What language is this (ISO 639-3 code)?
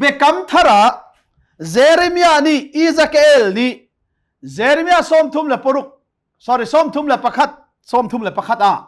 cnh